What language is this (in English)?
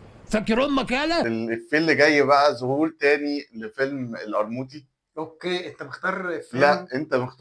Egyptian Arabic